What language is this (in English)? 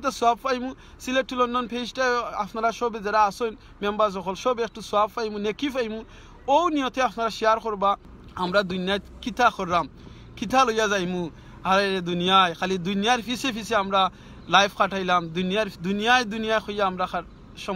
Sylheti